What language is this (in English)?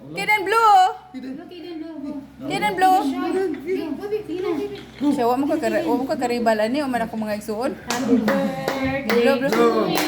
Cebuano